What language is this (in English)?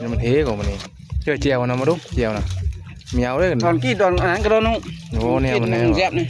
Northeastern Thai